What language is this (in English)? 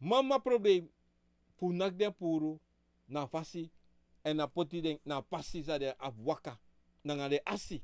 Sranan Tongo